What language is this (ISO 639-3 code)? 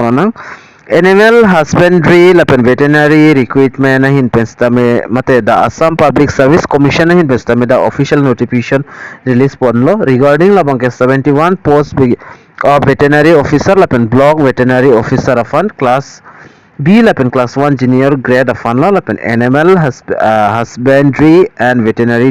mjw